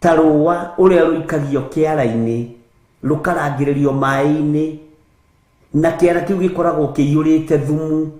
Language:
Kikuyu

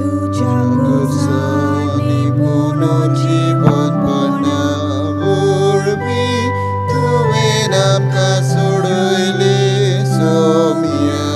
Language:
Konkani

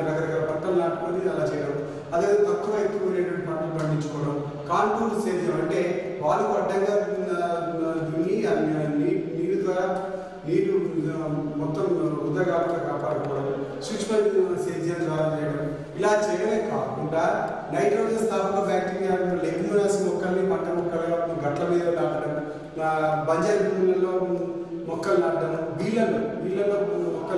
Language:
Telugu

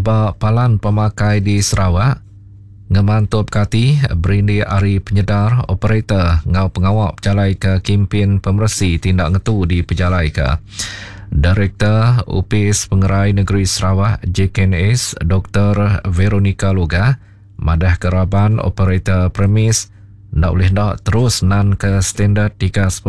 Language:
Iban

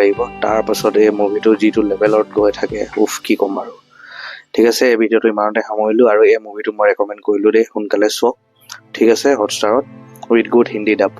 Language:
Assamese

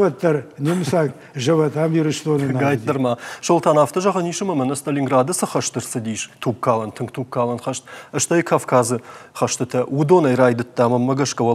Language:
Ossetic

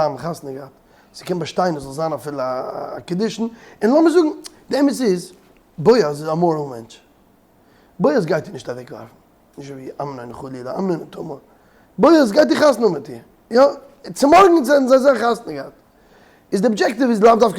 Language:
Yiddish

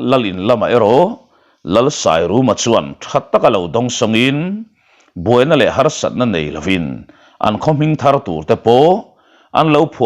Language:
Mizo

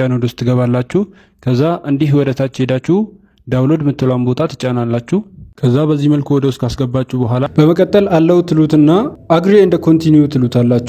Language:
Amharic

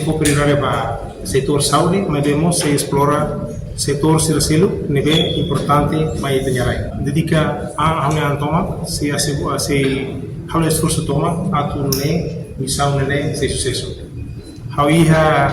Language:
Tetum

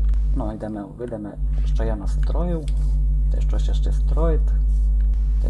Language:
Rusyn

